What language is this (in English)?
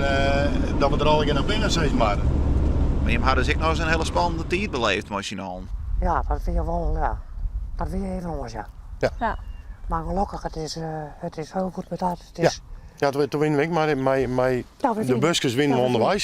Western Frisian